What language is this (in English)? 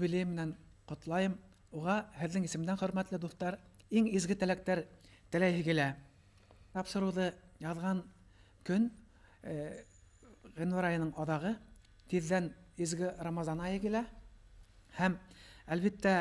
Bashkir